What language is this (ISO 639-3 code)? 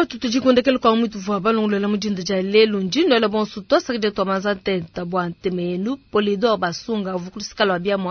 lua